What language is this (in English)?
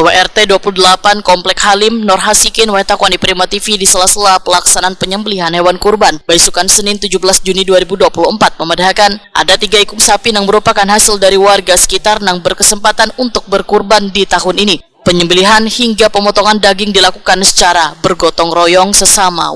Banjar